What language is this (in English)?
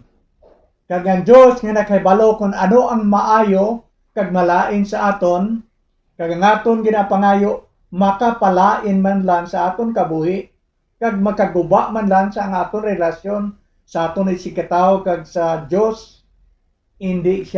Hiligaynon